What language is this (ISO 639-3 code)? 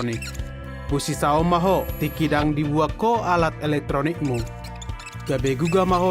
bbc